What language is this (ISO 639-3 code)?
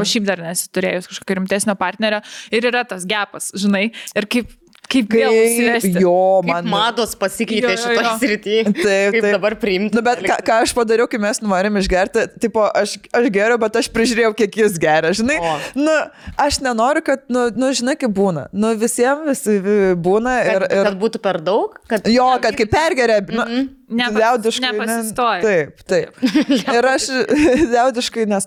lit